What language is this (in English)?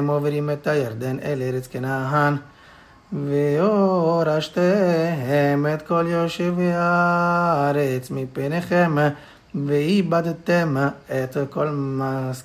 Hebrew